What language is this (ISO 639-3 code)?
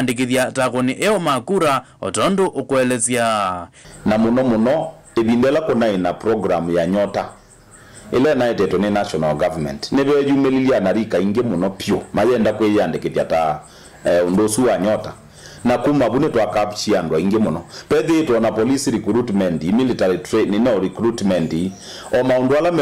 kam